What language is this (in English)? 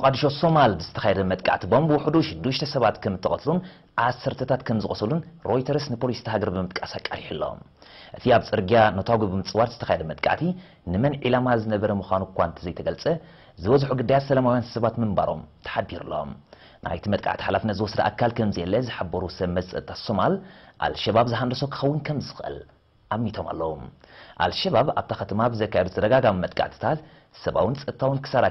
Tigrinya